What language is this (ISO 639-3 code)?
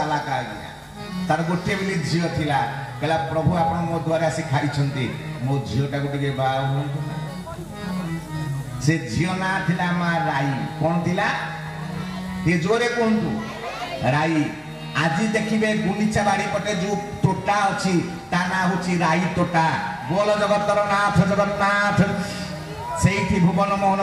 ori